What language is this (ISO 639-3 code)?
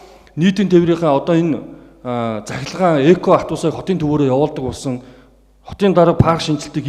mon